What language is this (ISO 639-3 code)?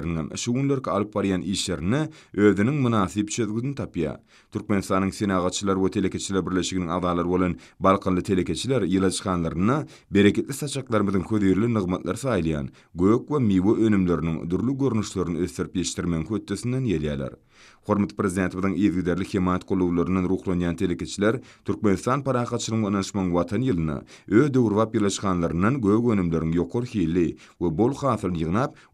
tuk